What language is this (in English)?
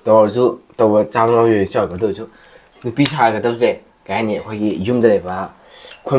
Manipuri